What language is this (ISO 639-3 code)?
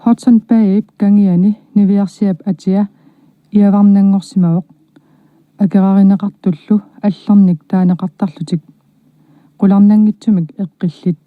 kal